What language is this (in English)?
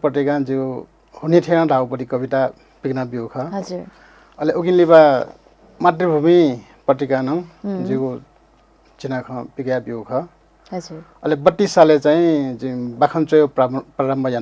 Newari